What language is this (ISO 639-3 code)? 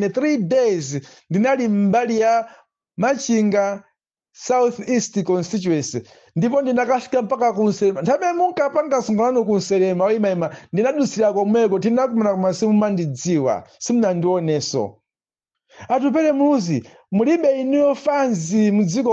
nya